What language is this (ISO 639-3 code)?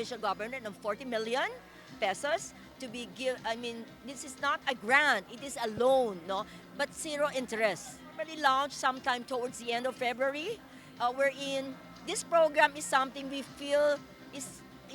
pam